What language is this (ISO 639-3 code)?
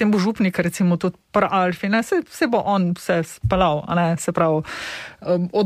slv